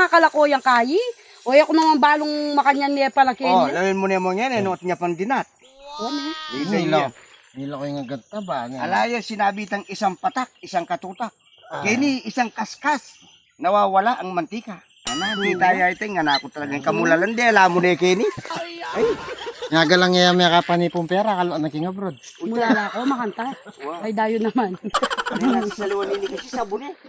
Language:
Pampanga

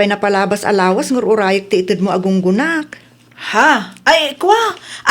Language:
Iloko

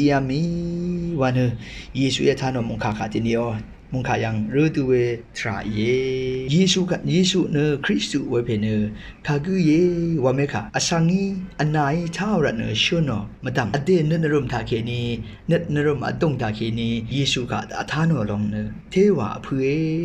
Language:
Rawang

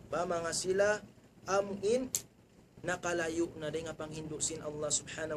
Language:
Tausug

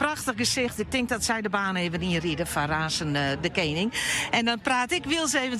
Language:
Western Frisian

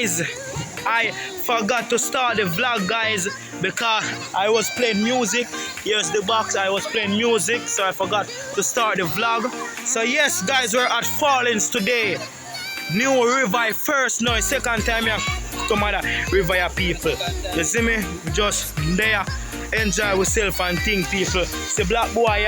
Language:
Jamaican Creole English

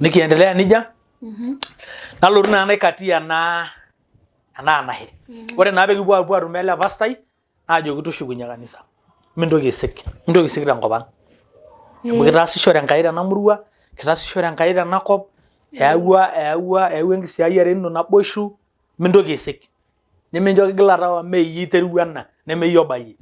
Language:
Masai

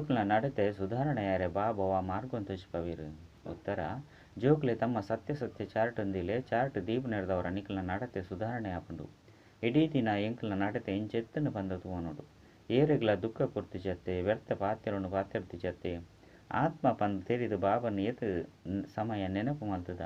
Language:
Tulu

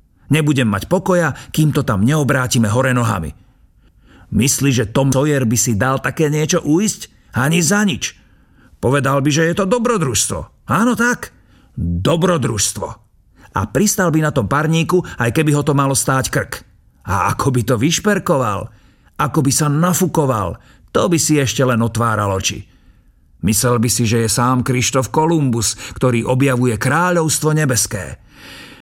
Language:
Slovak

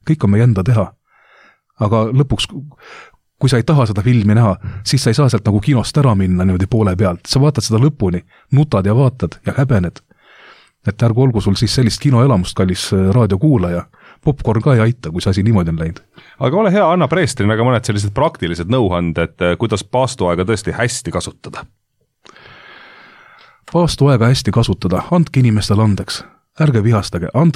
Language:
Estonian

